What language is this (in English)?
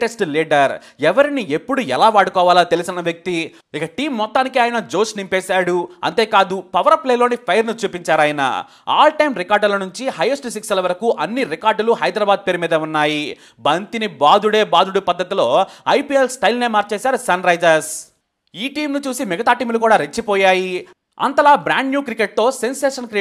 Telugu